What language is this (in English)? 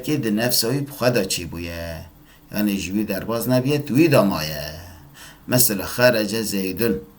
Kurdish